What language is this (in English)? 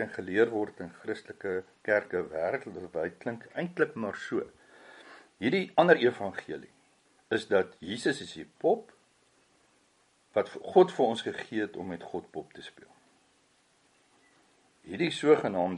Afrikaans